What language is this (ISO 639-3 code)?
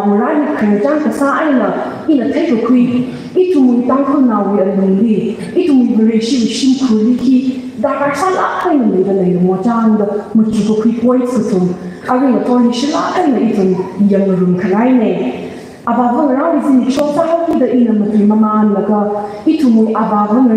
nmf